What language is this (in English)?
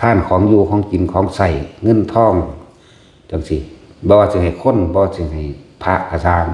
Northeastern Thai